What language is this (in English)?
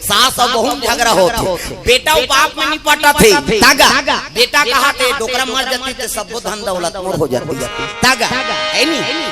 Chhattisgarhi